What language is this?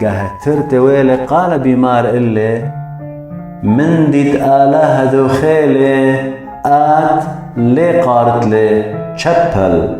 Assyrian Neo-Aramaic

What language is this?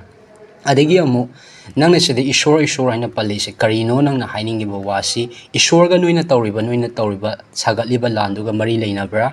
Manipuri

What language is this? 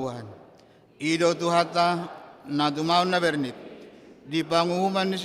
Batak Toba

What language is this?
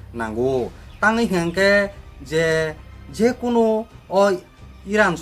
Kok Borok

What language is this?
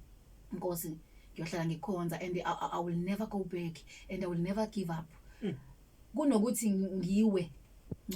Zulu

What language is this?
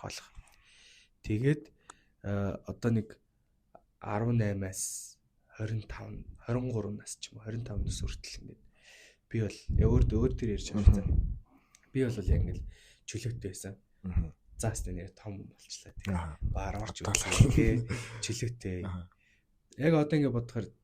Mongolian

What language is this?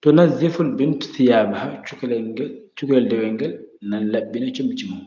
Fula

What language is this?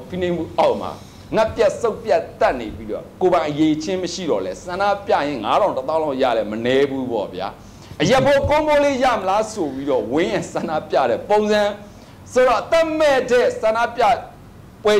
Burmese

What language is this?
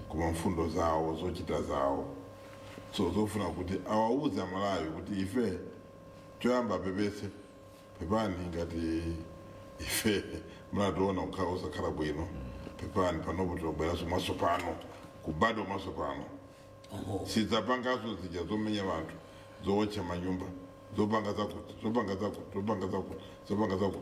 Nyanja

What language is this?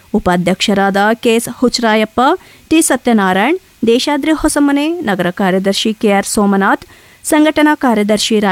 Kannada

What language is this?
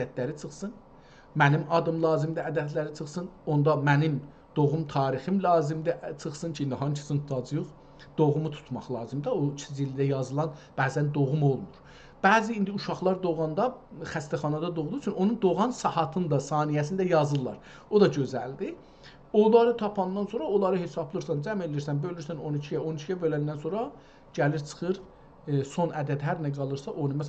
South Azerbaijani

